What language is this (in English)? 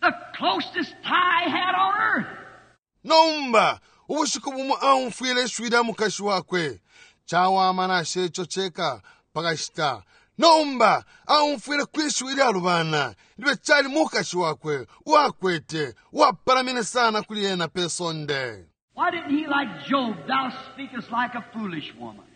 Bemba